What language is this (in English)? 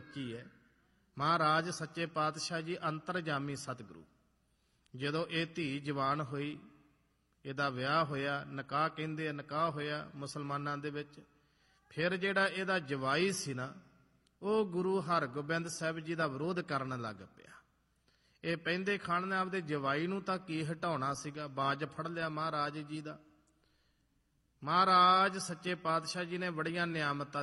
Punjabi